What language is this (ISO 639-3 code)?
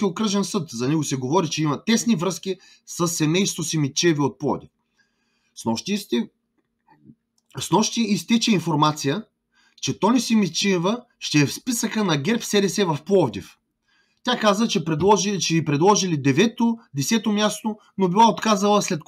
bul